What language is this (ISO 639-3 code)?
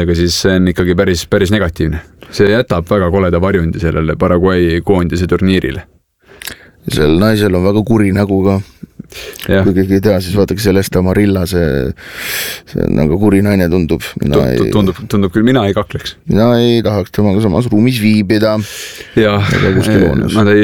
est